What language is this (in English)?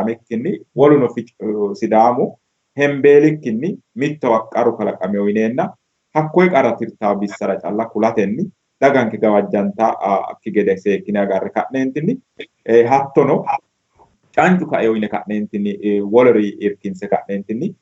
Sidamo